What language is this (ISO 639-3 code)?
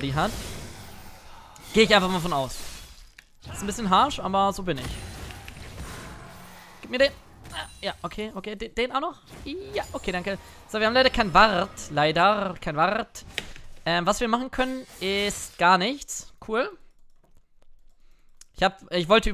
deu